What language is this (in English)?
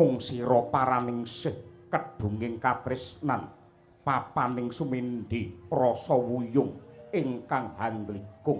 Javanese